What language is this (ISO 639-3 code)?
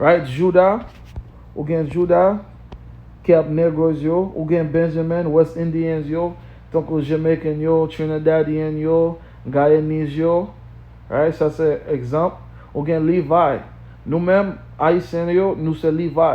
hat